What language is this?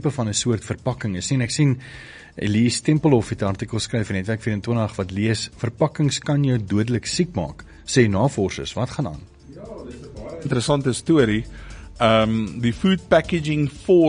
Afrikaans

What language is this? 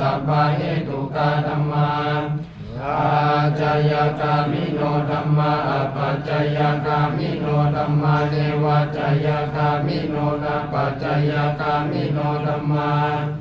Pali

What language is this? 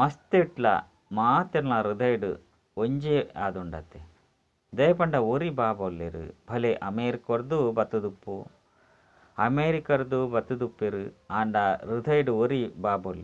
Tulu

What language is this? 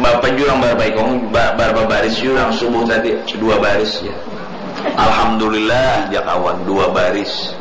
Banjar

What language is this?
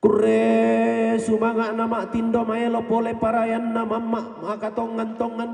Toraja-Sa'dan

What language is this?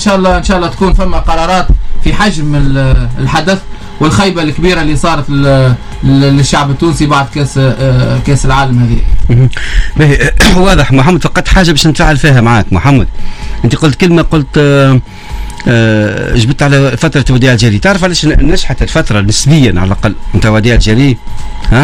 Tunisian Arabic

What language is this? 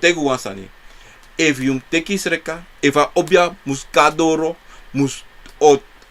Sranan Tongo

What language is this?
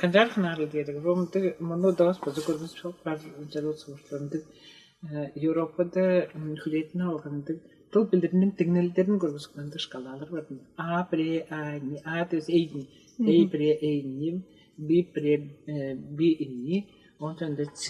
Tuvinian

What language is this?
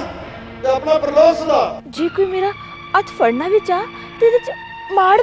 Dogri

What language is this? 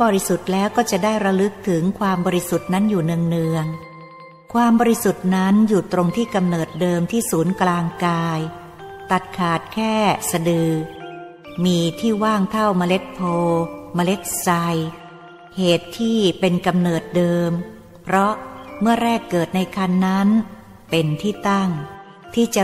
Thai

